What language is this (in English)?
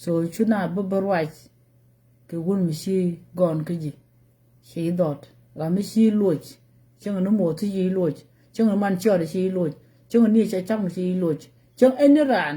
Nuer